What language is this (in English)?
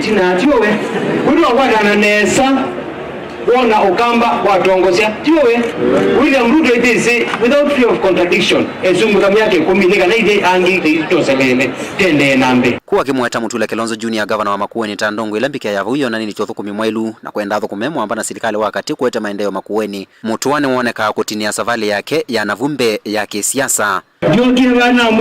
Kamba